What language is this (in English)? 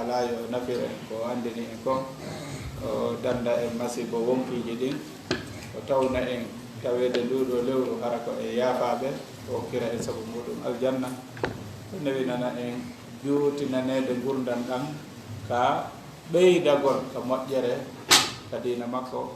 Fula